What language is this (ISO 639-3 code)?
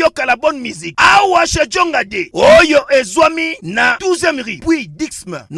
lin